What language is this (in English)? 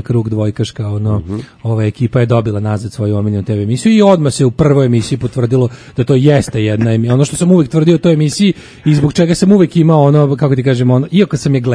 Serbian